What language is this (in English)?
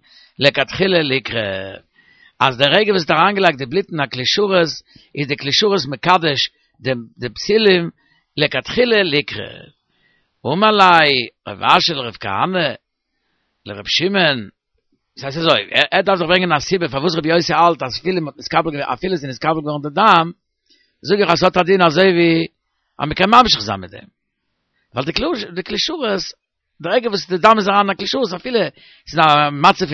Yiddish